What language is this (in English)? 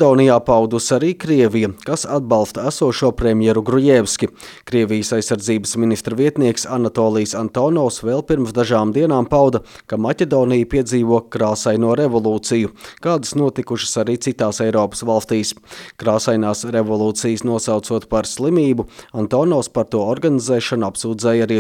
Latvian